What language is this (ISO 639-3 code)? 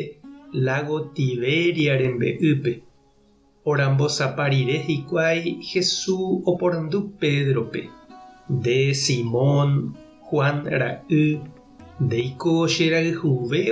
grn